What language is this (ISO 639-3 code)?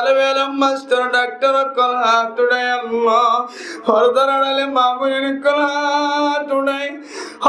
rhg